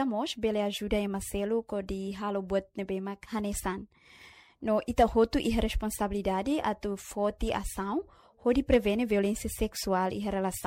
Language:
Tetum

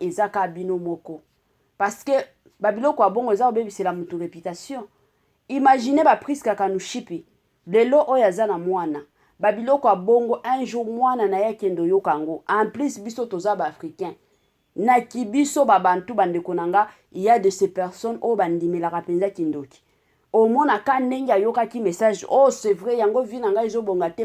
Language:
Lingala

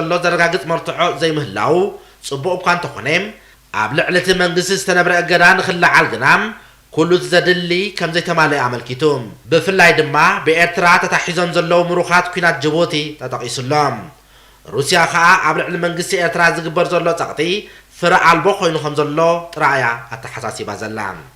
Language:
Tigrinya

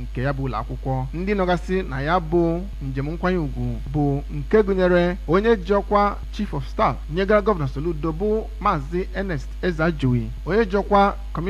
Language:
Igbo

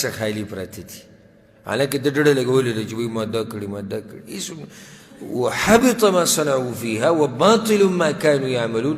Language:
Pashto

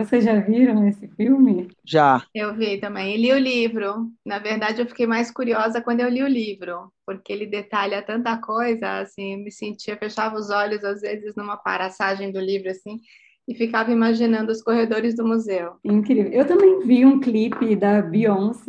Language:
Portuguese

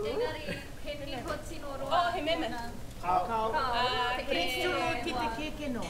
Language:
Māori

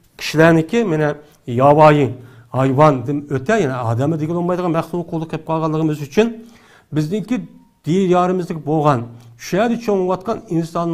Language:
Uyghur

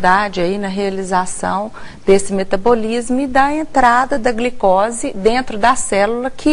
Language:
Portuguese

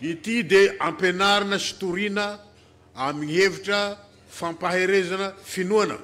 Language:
Malagasy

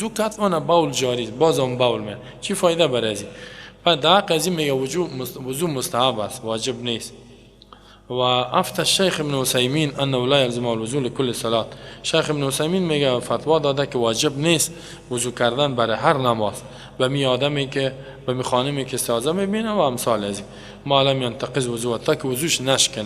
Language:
Persian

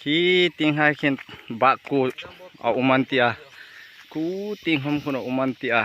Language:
Hmar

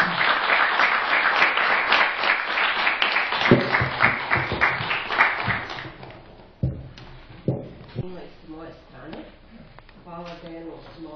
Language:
Serbian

